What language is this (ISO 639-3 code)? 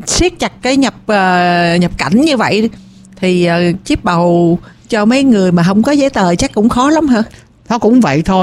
vie